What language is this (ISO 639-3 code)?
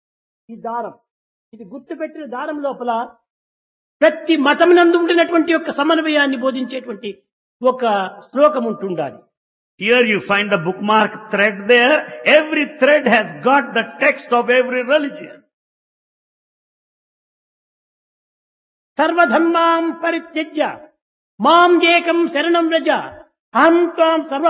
tel